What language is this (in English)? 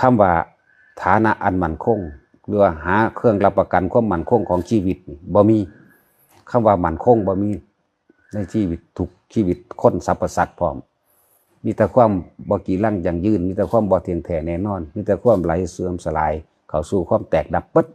Northeastern Thai